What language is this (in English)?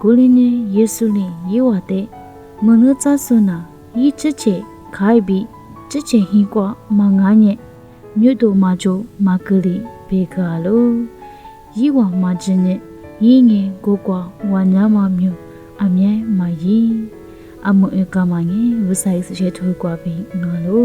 Lisu